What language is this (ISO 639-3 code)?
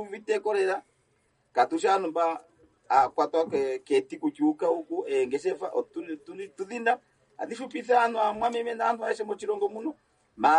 kua